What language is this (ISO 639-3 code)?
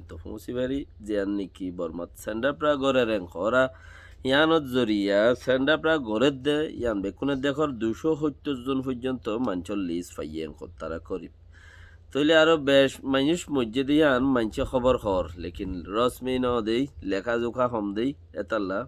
rhg